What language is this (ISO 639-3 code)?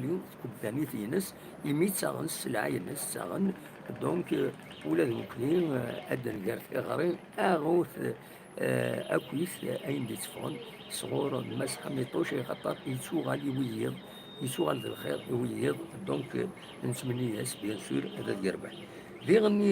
kab